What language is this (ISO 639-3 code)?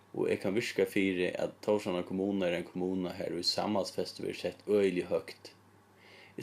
fao